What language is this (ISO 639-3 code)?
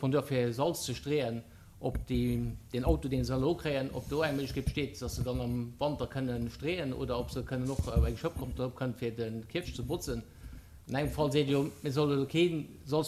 ltz